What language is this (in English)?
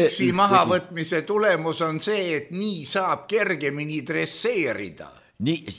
Estonian